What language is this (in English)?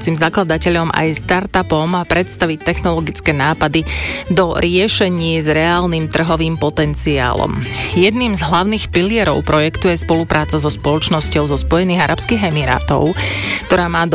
Slovak